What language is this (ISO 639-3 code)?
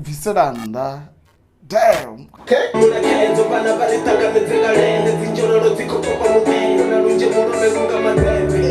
ven